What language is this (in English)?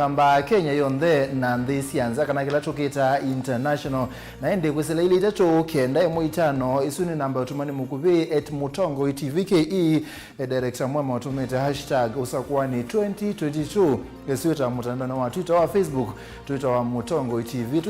Kamba